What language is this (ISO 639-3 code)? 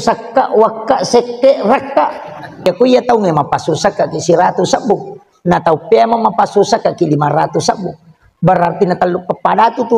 bug